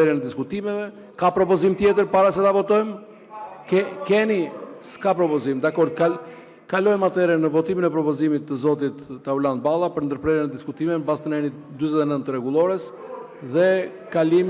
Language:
Albanian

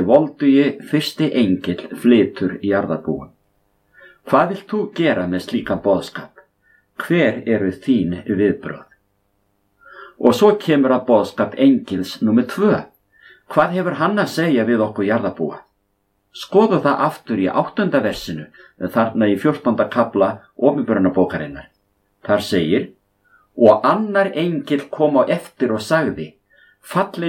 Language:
Icelandic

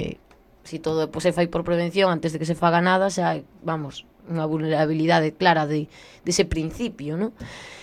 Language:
Galician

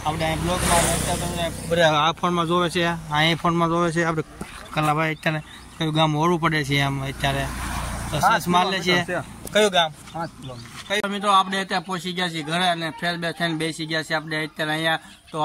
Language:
Gujarati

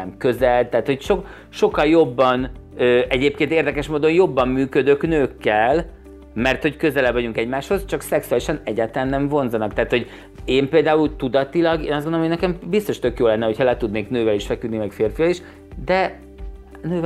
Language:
Hungarian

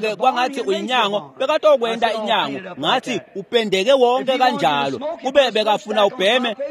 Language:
Swati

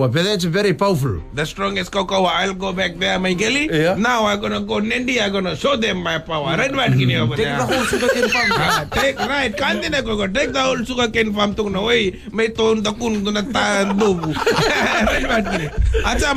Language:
Fijian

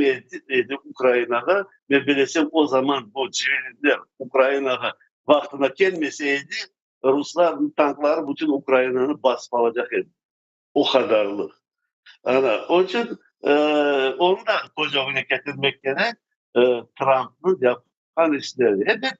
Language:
Crimean Tatar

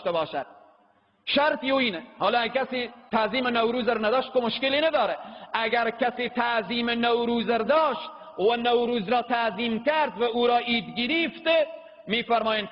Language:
Persian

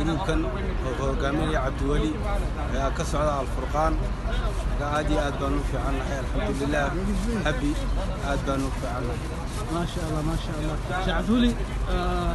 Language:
Somali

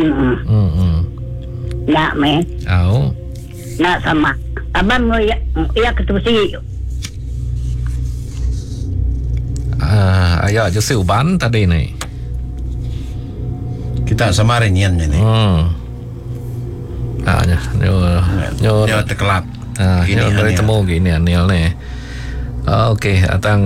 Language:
Malay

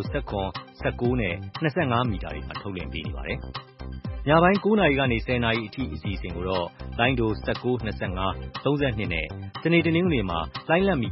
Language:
Burmese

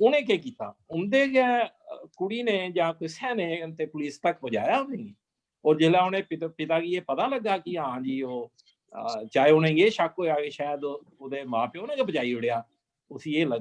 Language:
Dogri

